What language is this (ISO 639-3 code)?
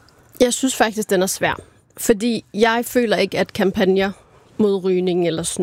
dan